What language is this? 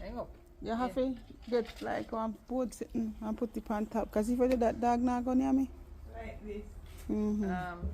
Jamaican Creole English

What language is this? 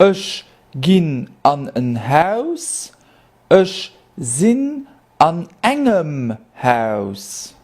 Luxembourgish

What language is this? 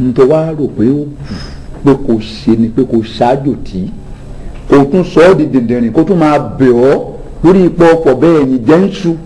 Yoruba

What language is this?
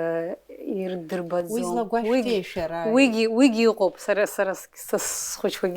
Abkhazian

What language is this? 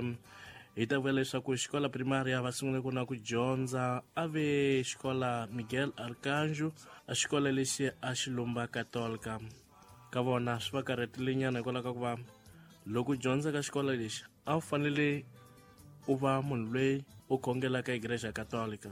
Tsonga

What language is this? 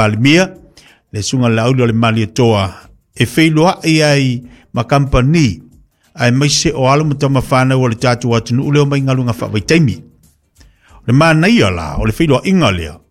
Samoan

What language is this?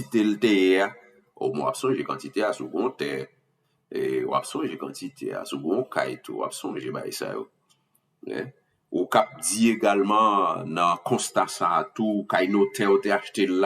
Haitian Creole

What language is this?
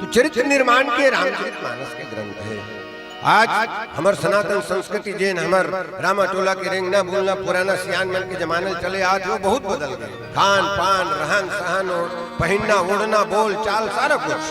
Chhattisgarhi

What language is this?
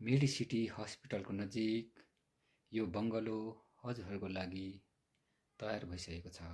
Nepali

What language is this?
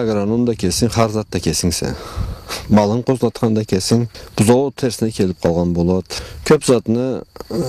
Karachay-Balkar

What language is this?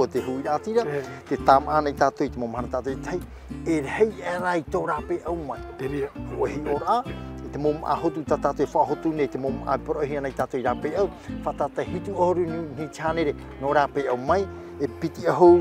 Tahitian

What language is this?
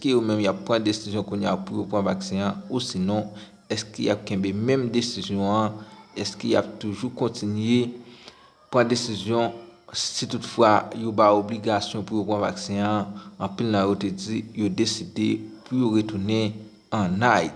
Haitian Creole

